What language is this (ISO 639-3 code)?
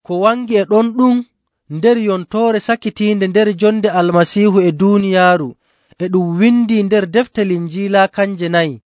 fuv